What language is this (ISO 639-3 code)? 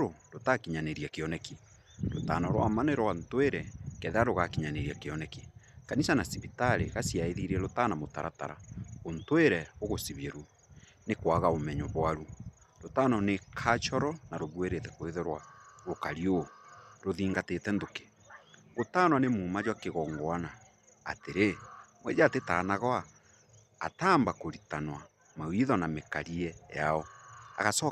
mer